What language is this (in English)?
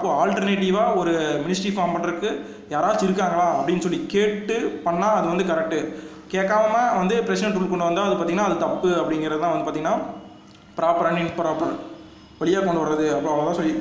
Tamil